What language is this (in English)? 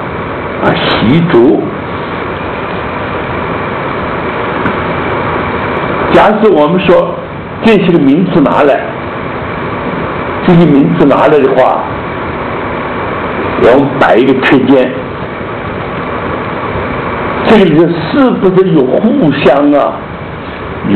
Chinese